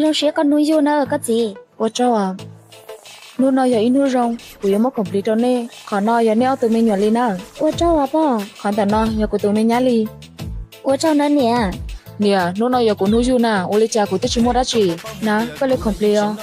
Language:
Hmong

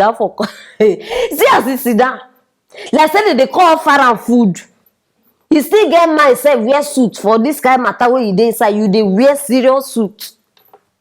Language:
Nigerian Pidgin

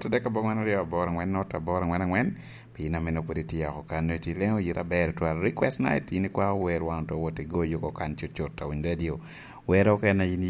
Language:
Lango (Uganda)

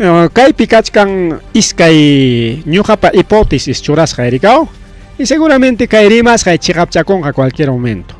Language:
Ayacucho Quechua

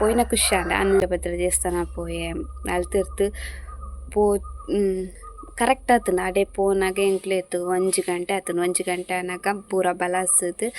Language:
Tulu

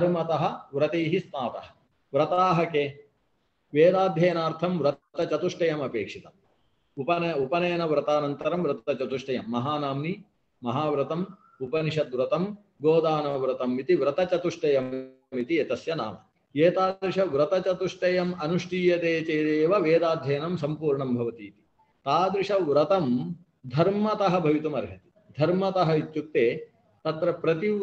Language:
Sanskrit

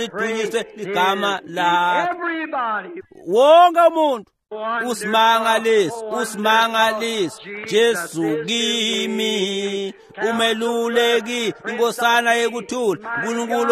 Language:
Swati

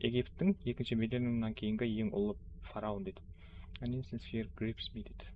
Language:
Kara-Kalpak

